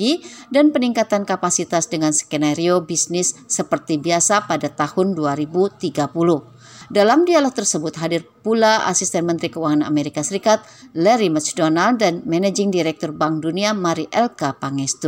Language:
Indonesian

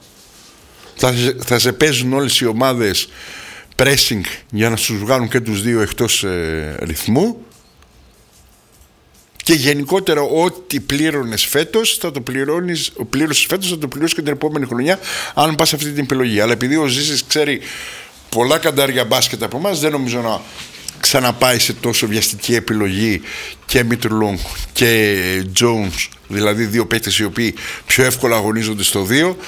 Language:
Greek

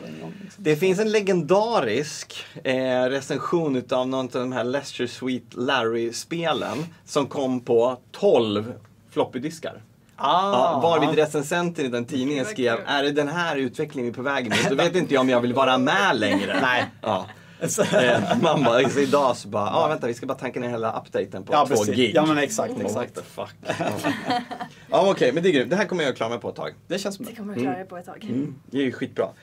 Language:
Swedish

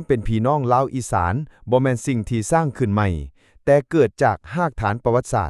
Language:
Lao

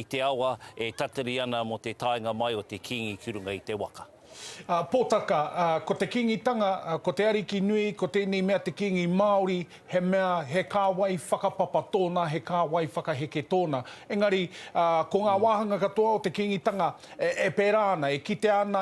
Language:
Māori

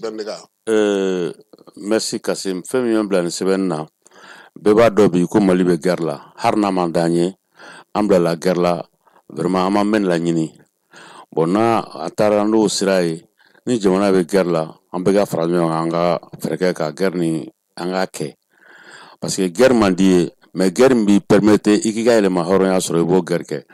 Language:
Bambara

